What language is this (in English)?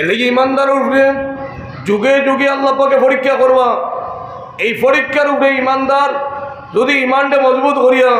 Sylheti